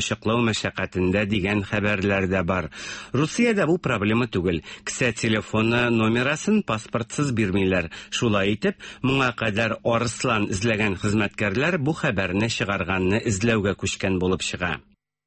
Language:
Tatar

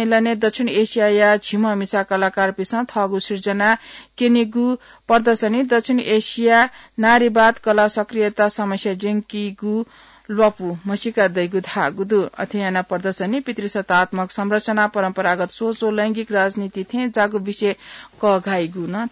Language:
Newari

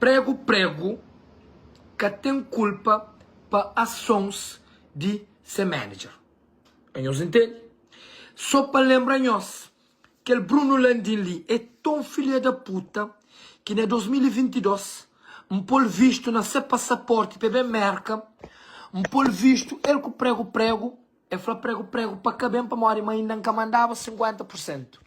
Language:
Kabuverdianu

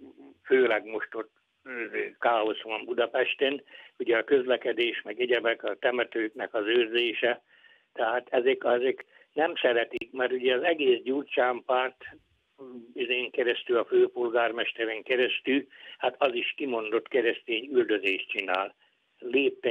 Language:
Hungarian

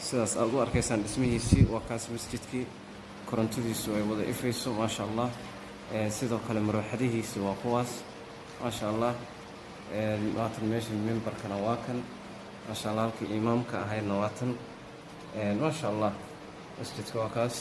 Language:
Somali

